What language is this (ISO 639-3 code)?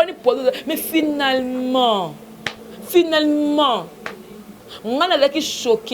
lin